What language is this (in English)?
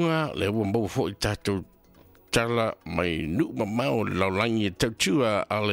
Samoan